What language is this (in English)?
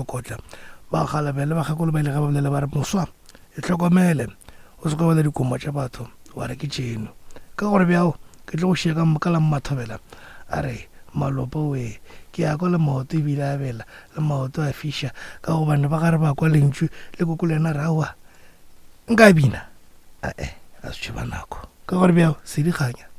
Northern Sotho